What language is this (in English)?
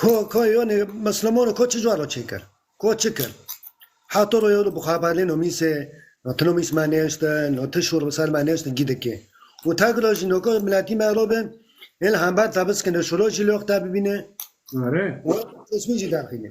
Kurdish